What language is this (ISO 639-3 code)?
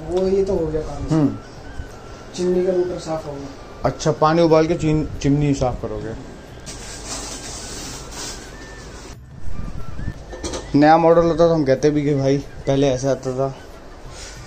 hin